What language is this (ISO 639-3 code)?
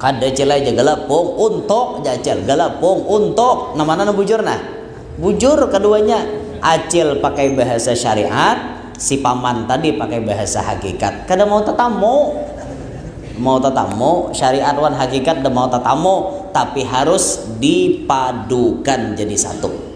bjn